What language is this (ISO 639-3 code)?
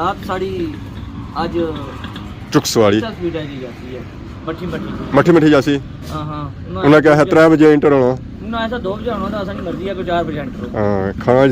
phr